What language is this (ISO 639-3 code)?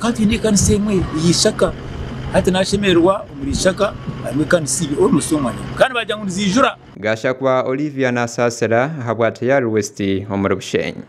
nyn